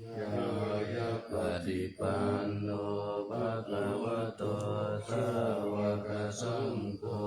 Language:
Pali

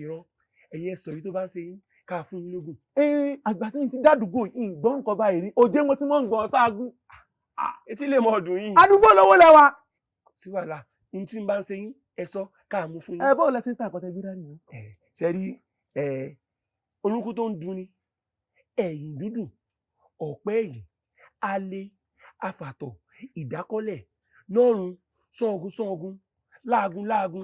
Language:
Yoruba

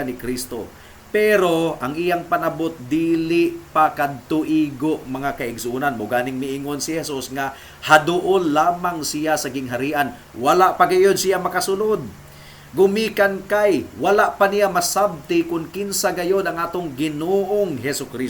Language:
Cebuano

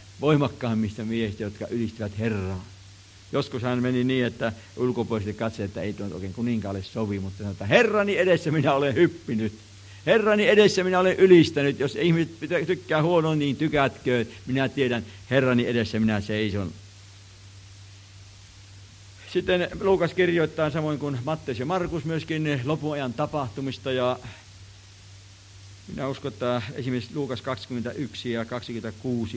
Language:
Finnish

